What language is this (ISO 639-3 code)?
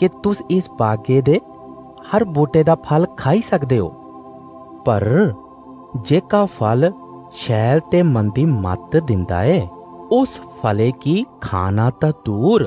doi